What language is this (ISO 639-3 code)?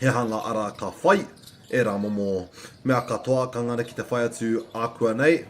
mri